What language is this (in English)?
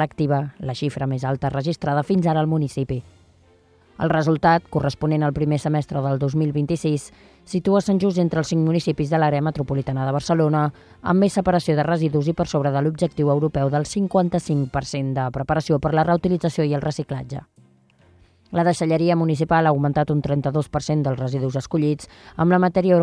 Catalan